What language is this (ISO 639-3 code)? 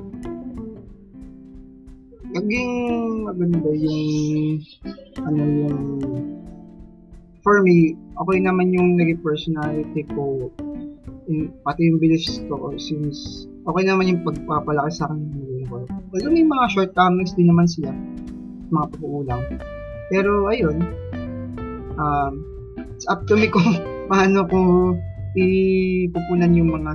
fil